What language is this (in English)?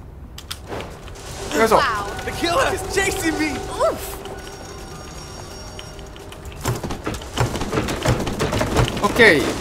Japanese